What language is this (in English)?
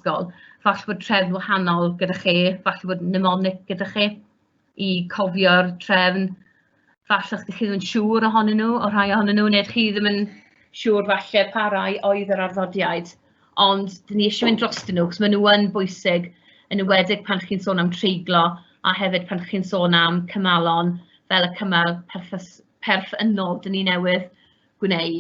Welsh